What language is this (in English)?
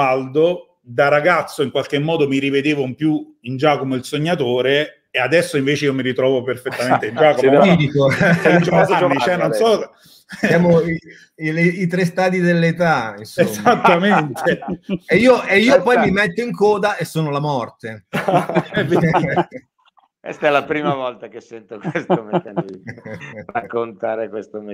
Italian